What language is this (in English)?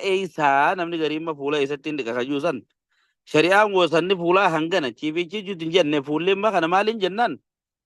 Oromo